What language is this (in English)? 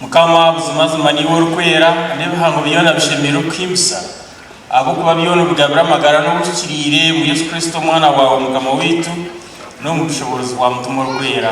Nyankole